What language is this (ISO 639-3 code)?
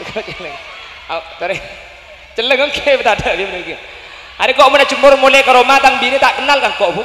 mad